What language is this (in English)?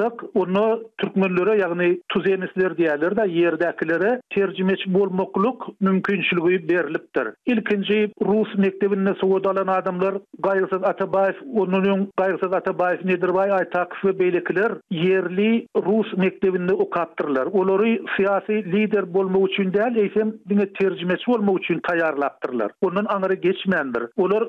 Turkmen